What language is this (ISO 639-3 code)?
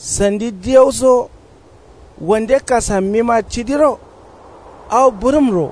kau